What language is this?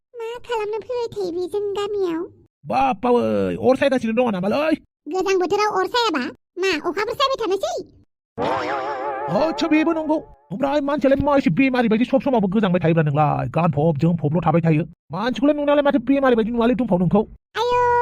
Bodo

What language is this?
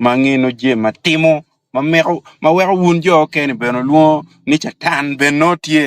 Acoli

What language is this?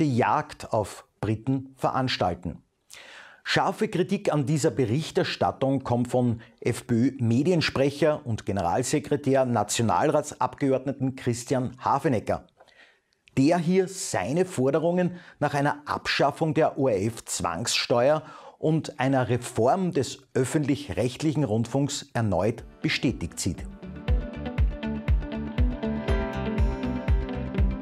German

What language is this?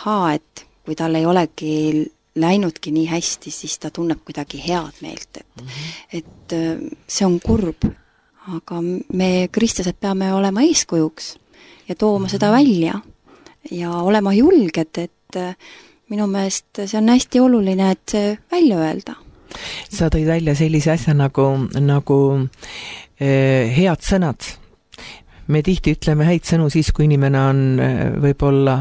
Estonian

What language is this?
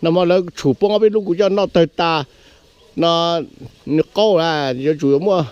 Hmong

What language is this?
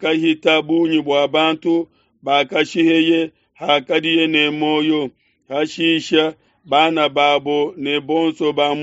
Luba-Lulua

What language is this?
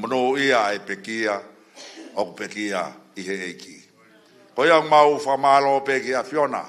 Tongan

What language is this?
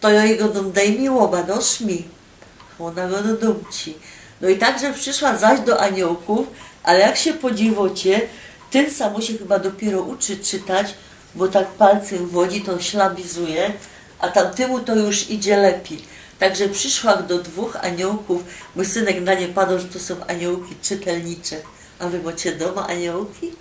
Silesian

